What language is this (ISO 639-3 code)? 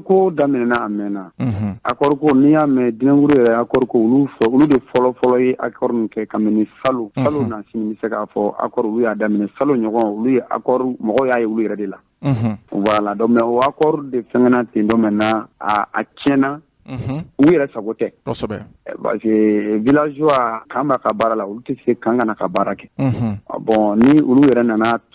bam